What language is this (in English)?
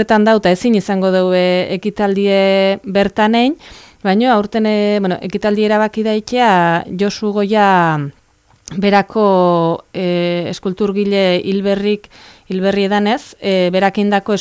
Basque